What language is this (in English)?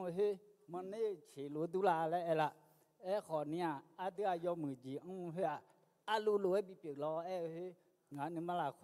Akha